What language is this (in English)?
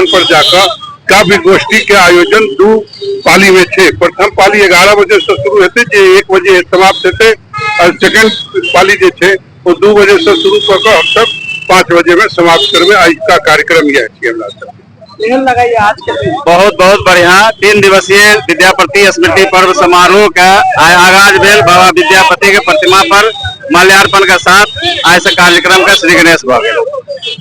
Maithili